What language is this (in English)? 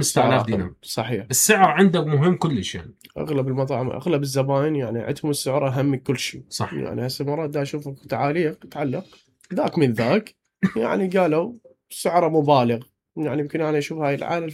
Mesopotamian Arabic